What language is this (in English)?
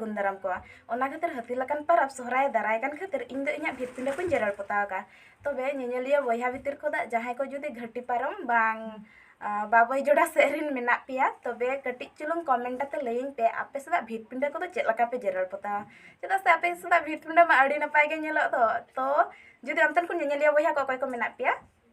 Santali